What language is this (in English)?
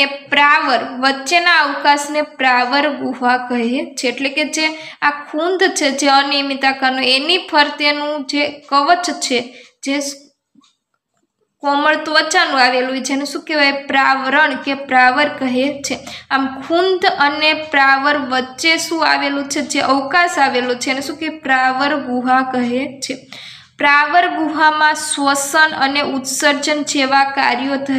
Gujarati